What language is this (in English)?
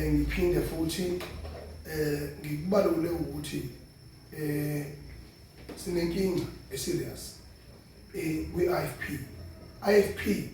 Zulu